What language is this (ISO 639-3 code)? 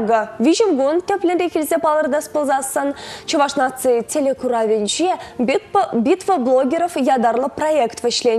chv